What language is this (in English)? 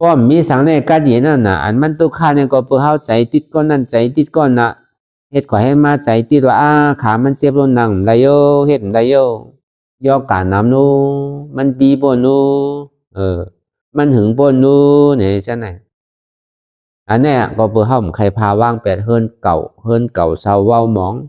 Shan